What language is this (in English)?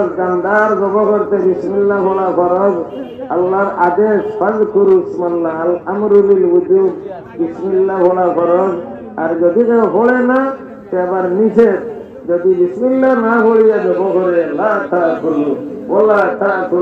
Sylheti